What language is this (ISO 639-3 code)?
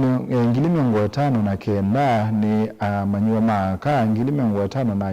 kam